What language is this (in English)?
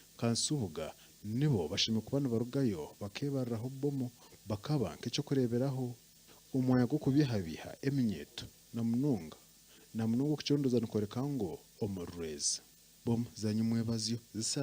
Nyankole